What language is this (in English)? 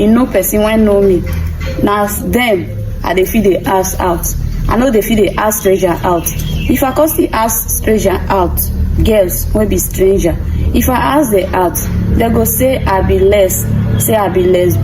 Nigerian Pidgin